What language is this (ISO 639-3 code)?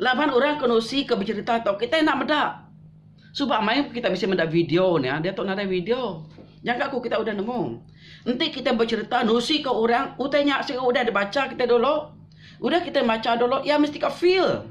iba